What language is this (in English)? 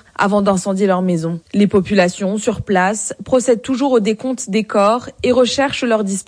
French